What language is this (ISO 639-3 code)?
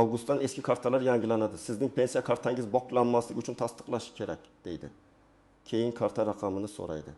uzb